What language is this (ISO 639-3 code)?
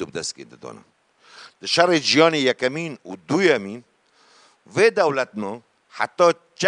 kur